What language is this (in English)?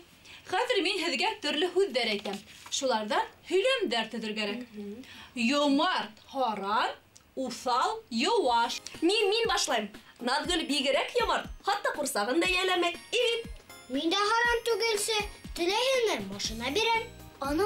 Bashkir